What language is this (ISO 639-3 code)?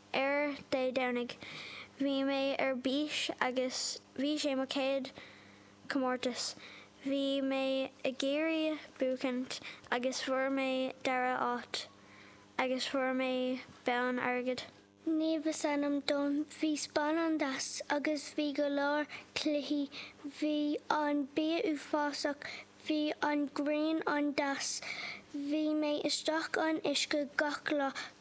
gle